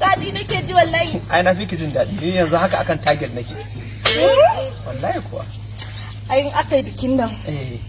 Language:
Hausa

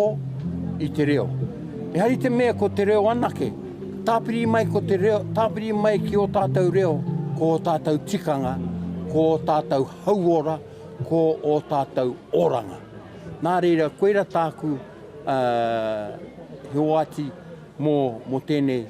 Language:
Māori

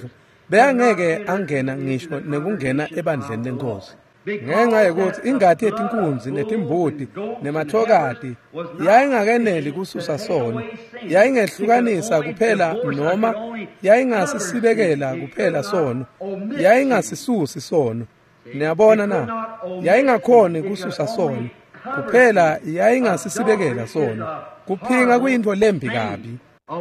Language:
Swati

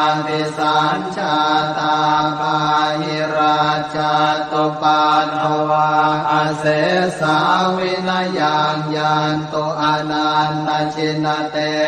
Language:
Pali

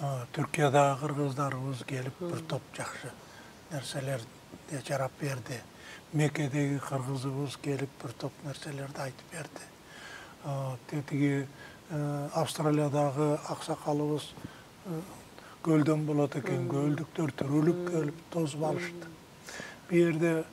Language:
Kyrgyz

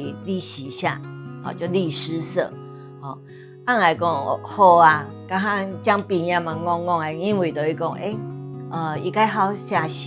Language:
Hakka Chinese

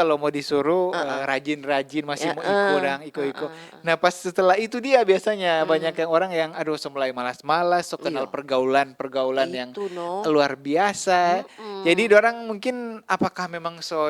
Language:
Manado Malay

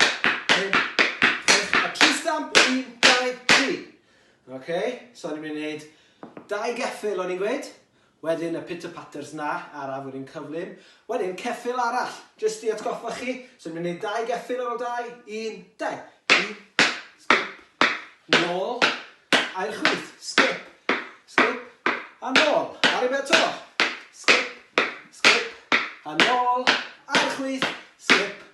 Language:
Welsh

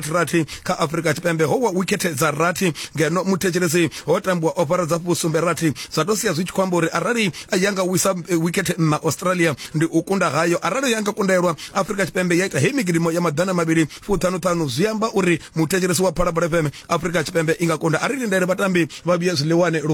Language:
Venda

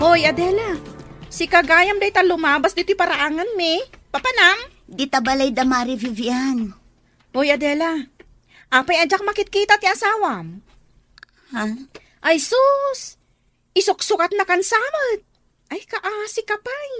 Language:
Iloko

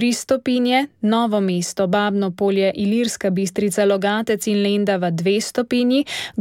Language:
Slovenian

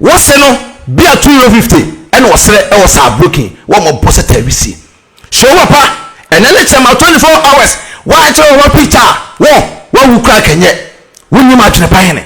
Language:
Akan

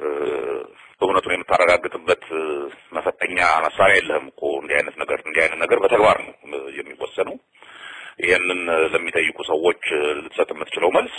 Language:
Amharic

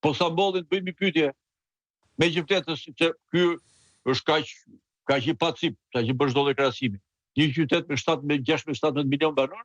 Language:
Albanian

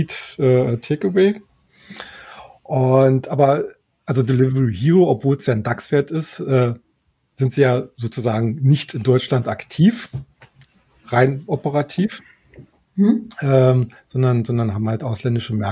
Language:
German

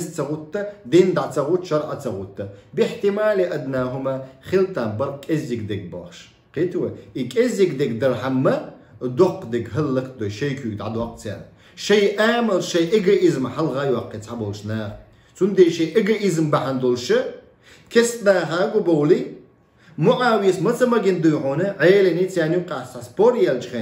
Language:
Chechen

